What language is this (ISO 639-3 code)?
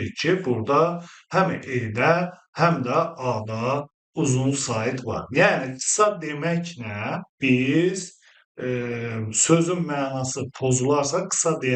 aze